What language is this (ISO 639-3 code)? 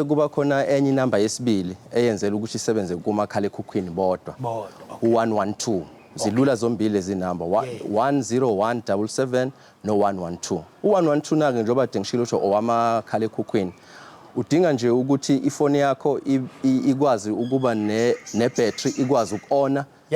zul